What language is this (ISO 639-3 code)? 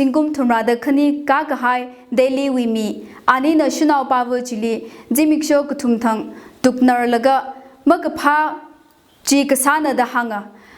nmf